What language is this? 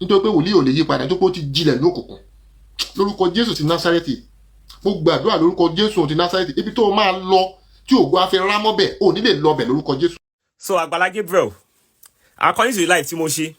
Yoruba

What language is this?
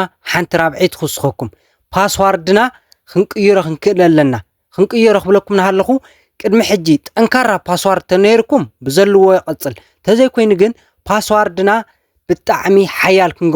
Tigrinya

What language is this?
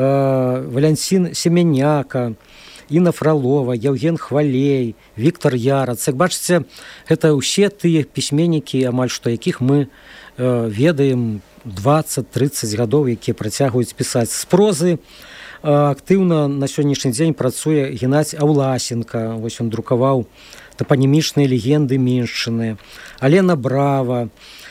Belarusian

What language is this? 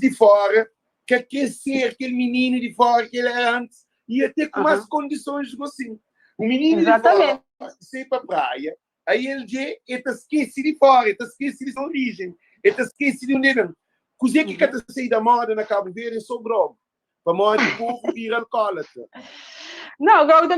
Kabuverdianu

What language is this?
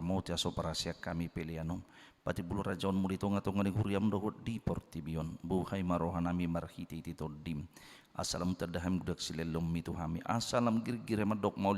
Batak Toba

